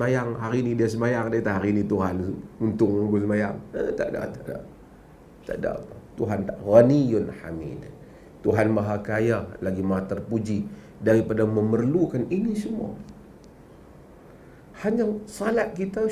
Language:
Malay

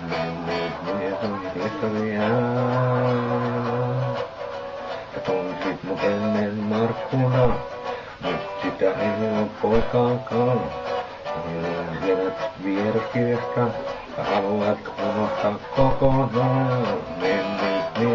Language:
Finnish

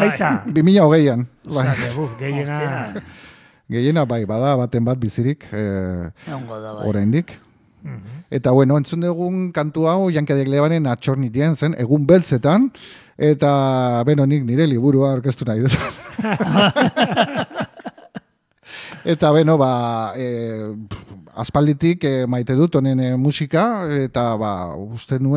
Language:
Basque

